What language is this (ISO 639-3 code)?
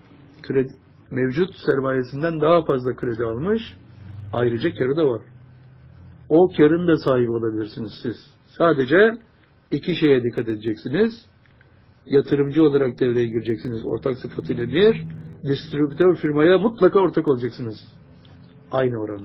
tur